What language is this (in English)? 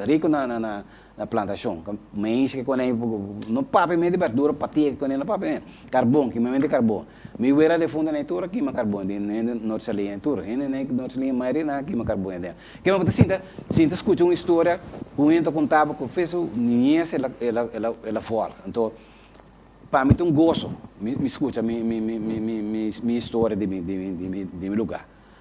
Papiamento